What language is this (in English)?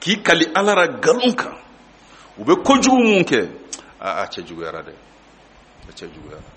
Bambara